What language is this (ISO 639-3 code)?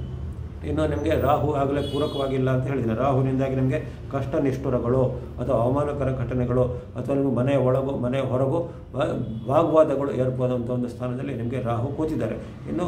kan